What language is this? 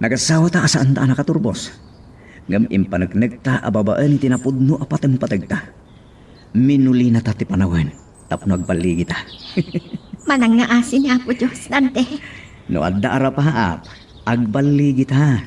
Iloko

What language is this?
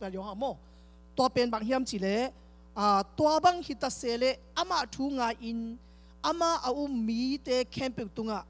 Tedim Chin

